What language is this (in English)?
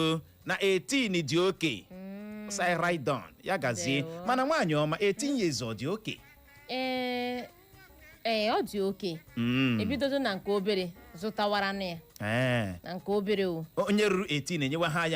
Igbo